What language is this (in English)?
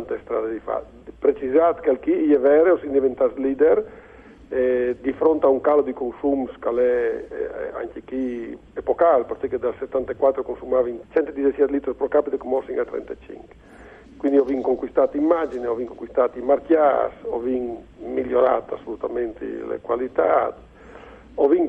Friulian